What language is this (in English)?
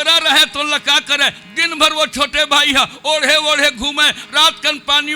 Chhattisgarhi